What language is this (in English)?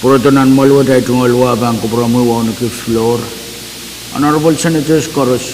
Pohnpeian